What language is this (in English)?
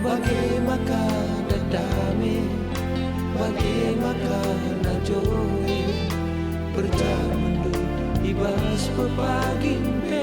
Batak Karo